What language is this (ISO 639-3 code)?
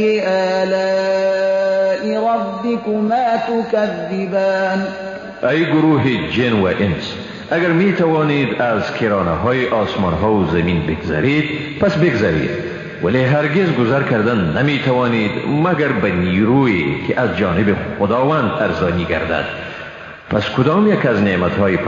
fas